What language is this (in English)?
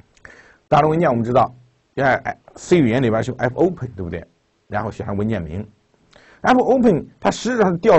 Chinese